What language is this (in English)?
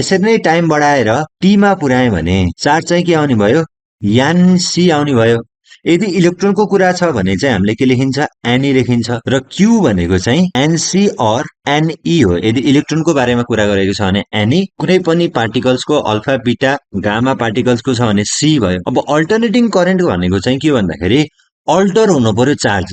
Nepali